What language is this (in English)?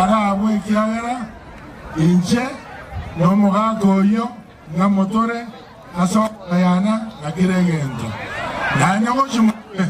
Gusii